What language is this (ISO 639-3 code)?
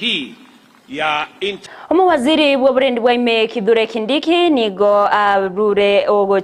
guz